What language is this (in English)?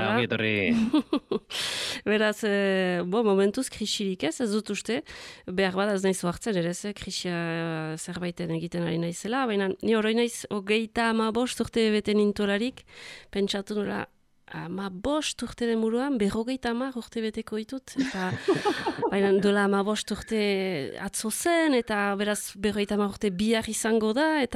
Basque